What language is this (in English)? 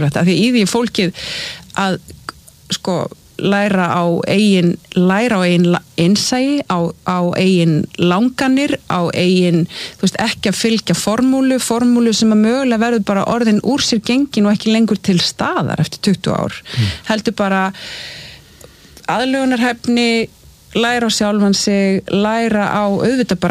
Icelandic